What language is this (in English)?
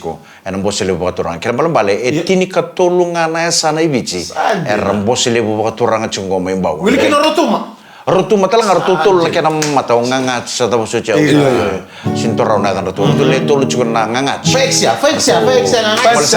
Fijian